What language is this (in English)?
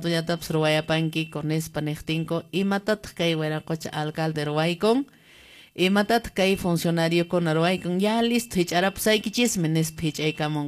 Quechua